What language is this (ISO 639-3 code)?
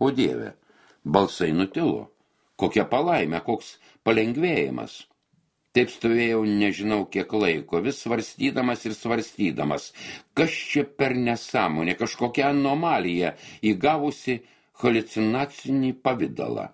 lit